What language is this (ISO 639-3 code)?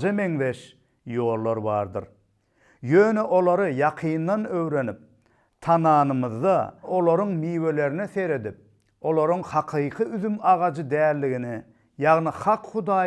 tuk